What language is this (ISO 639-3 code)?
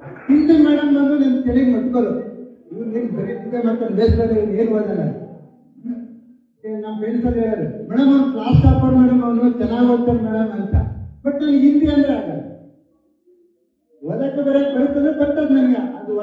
kan